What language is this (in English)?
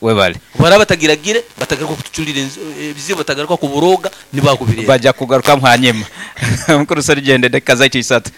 Nyankole